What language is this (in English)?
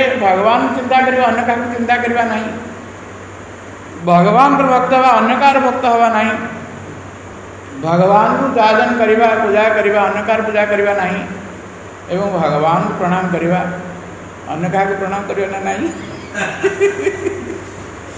Odia